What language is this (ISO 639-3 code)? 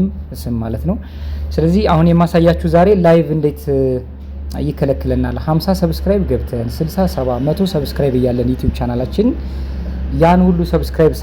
amh